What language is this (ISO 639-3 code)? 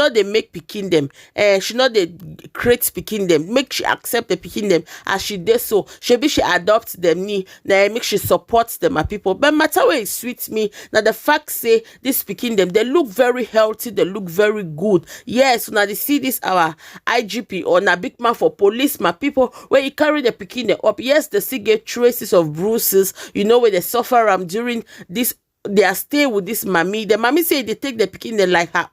pcm